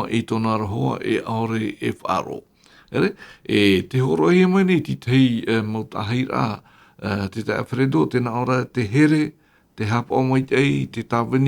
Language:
Tahitian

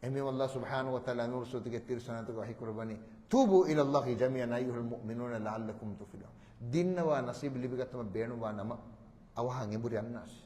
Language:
Divehi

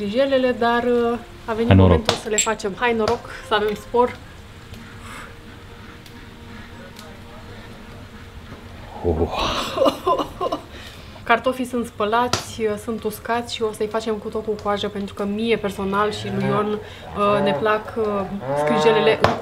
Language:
Romanian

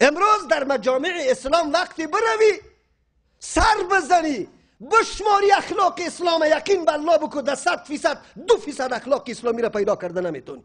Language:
Persian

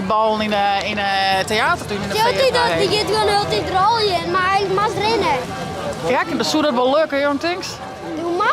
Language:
Western Frisian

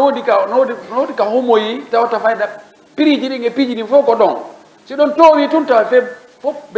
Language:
Fula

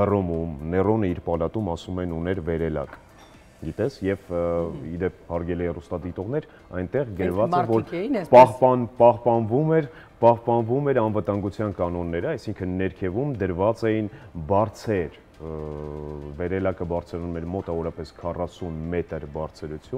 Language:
Armenian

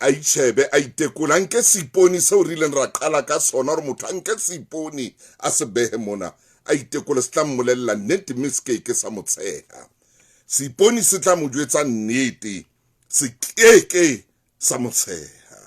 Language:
Southern Sotho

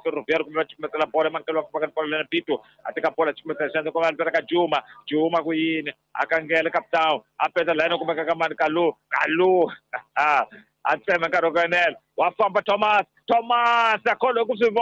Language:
Tsonga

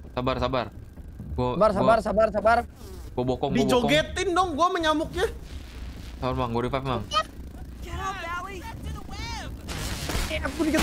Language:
Indonesian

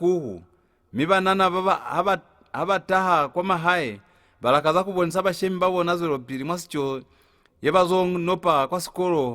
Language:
Lozi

